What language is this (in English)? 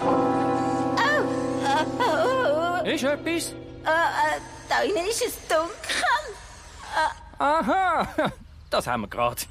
Swiss German